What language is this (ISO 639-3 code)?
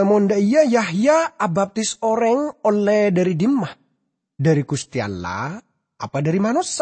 mad